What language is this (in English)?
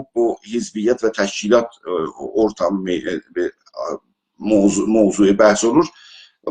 South Azerbaijani